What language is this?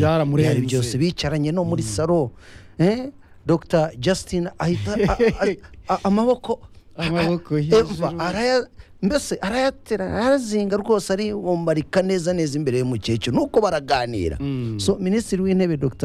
Kinyarwanda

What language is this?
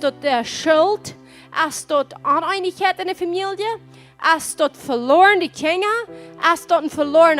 Plautdietsch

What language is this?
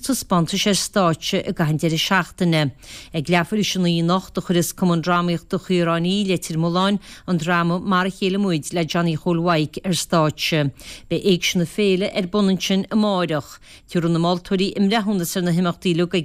Irish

